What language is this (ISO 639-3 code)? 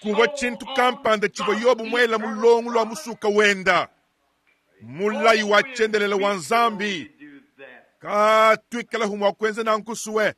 lua